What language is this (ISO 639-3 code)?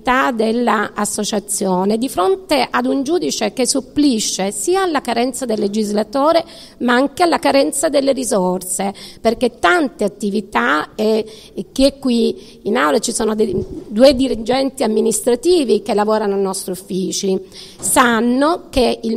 ita